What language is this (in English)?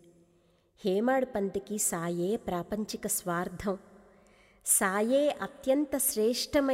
Telugu